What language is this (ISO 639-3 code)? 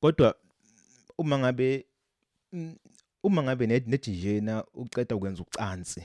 zul